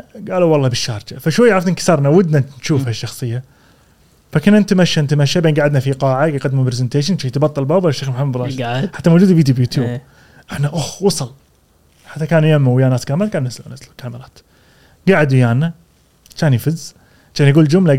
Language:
Gulf Arabic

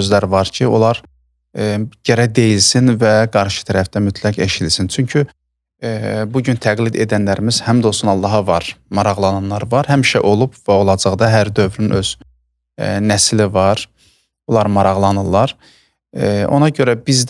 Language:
Azerbaijani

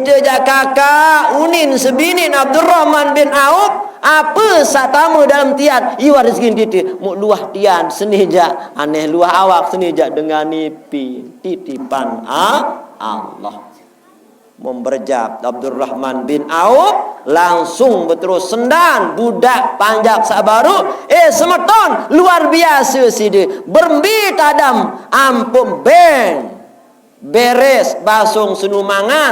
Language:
Sasak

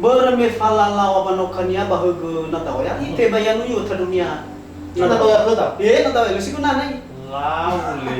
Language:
Nias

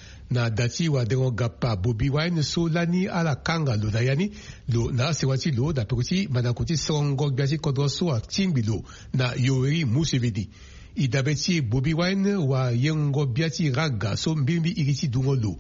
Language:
Sango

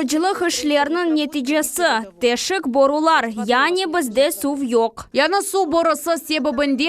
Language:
Crimean Tatar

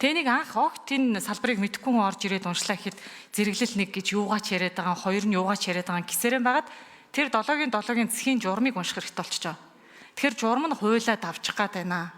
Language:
Mongolian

